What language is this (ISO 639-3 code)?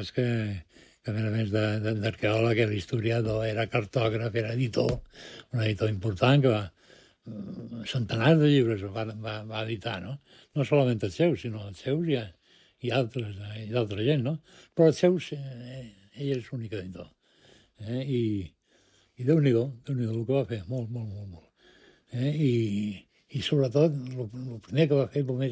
cat